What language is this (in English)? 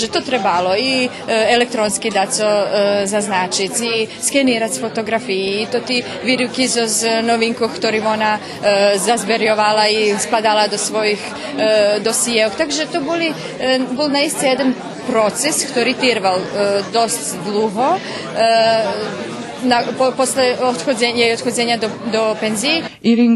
Rusyn